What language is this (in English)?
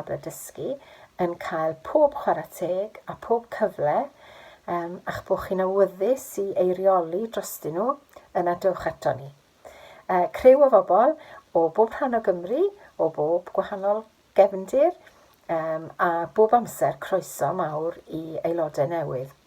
Welsh